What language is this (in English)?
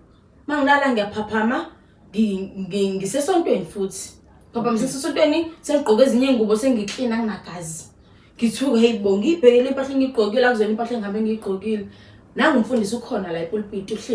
Zulu